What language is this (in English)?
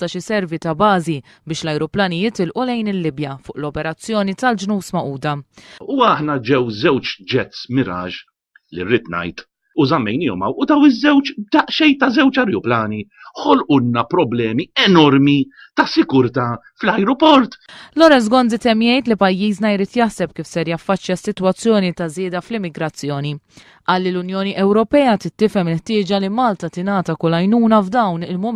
Maltese